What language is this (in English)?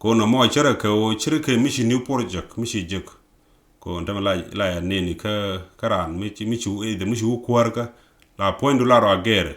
Nuer